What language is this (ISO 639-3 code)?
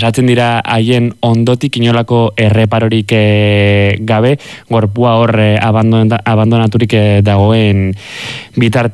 eus